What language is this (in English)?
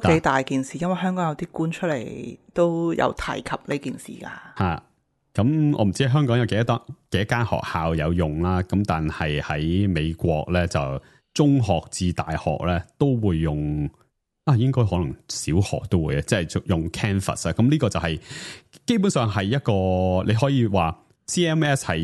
Cantonese